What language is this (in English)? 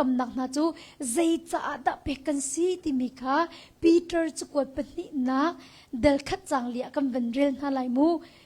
Hakha Chin